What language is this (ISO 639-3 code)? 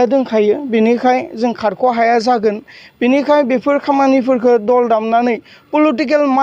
brx